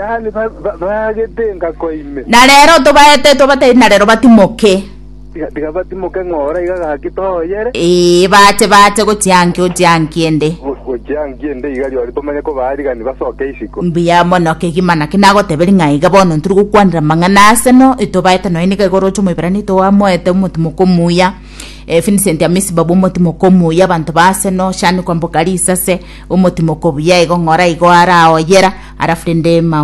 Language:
Gusii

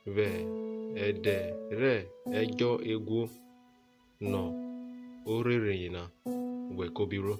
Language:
Urhobo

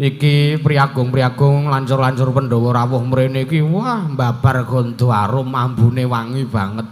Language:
Javanese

